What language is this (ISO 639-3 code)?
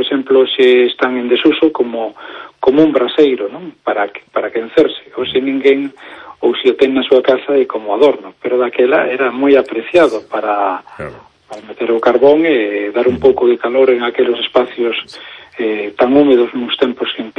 glg